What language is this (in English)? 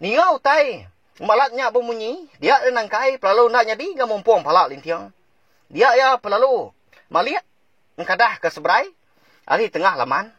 Iban